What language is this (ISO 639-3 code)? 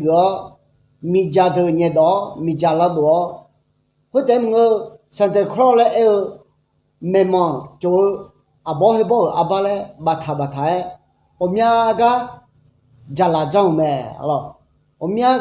ahk